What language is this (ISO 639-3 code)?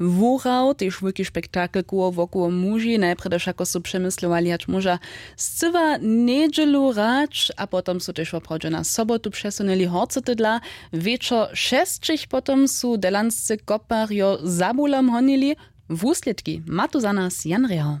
hsb